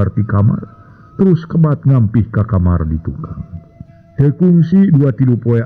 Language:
Sundanese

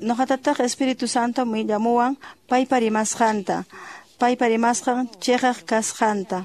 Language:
Quechua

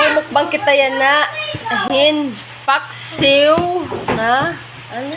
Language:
Waray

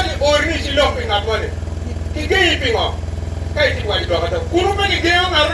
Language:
Acoli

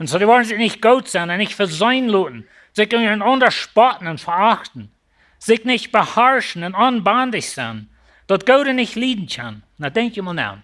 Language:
Plautdietsch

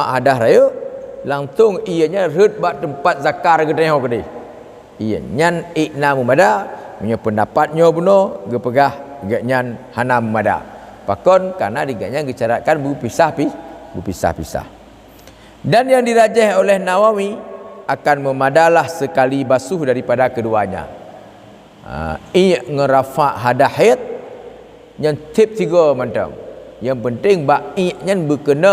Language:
Achinese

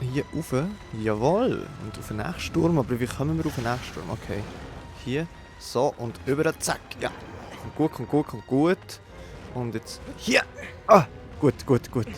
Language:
Swiss German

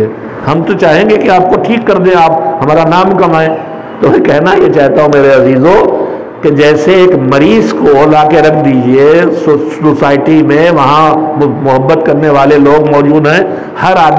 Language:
Urdu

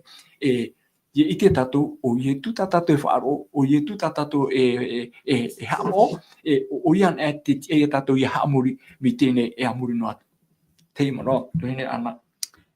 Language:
Tahitian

